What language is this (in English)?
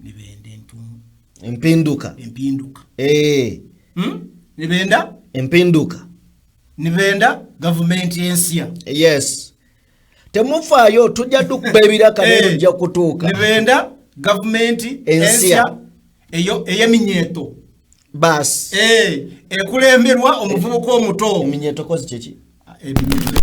Ganda